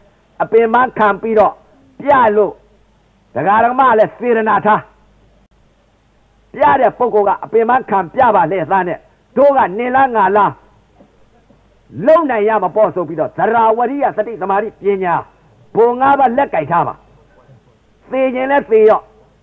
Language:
Burmese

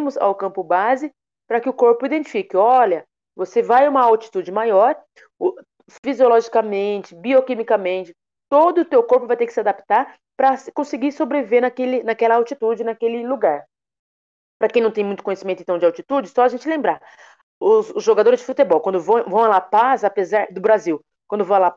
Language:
Portuguese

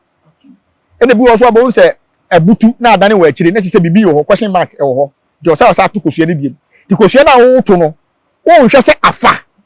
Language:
Akan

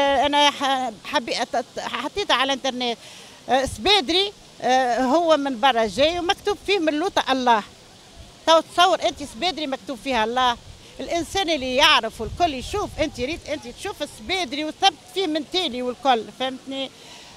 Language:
Tunisian Arabic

